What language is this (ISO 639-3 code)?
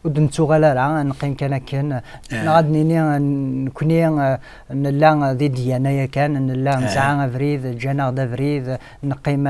kab